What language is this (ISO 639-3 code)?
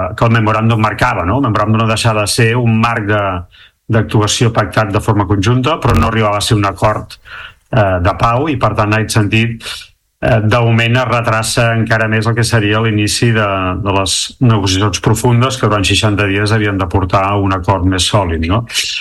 cat